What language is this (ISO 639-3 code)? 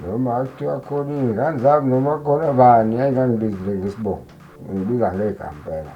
zul